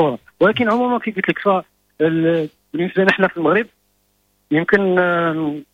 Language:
Moroccan Arabic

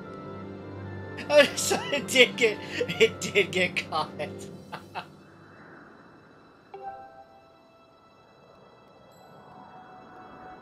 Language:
English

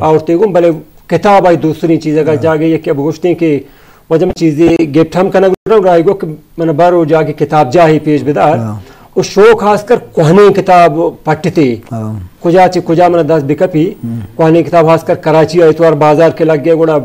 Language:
Eastern Balochi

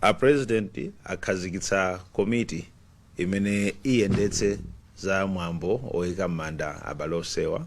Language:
Nyanja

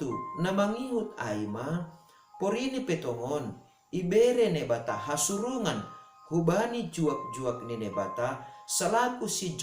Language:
Batak Simalungun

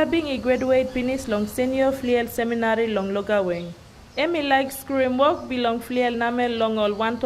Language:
Tok Pisin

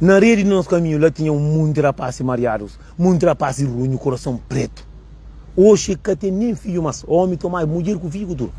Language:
Kabuverdianu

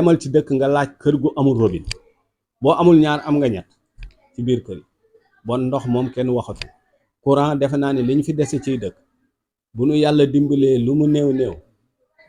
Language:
Wolof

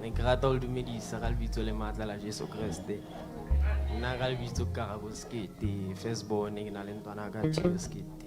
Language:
Southern Sotho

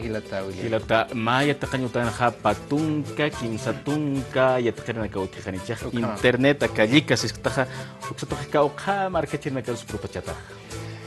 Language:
Aymara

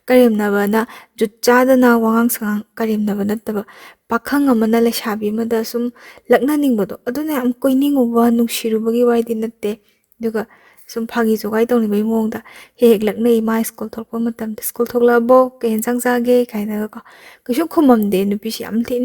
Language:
Manipuri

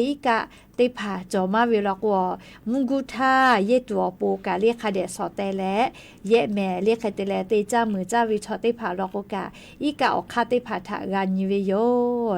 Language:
Lahu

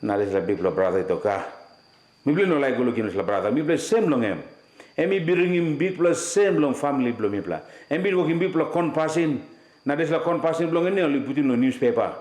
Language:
Tok Pisin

